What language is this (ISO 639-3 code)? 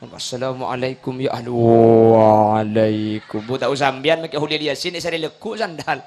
mad